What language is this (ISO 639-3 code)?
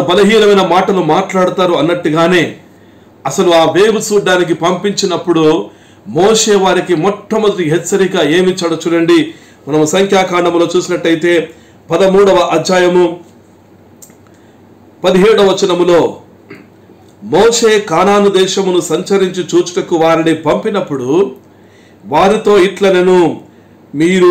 tel